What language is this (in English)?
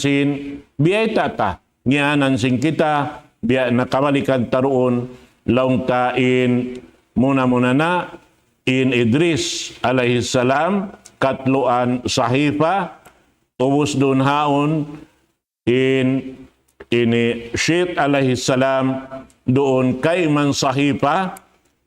Tausug